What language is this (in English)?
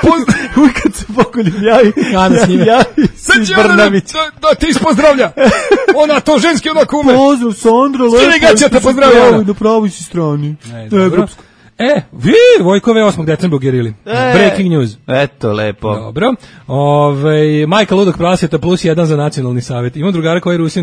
Serbian